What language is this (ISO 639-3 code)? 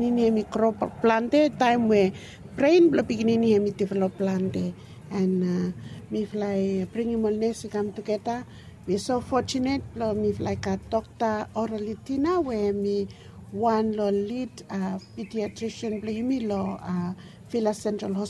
bis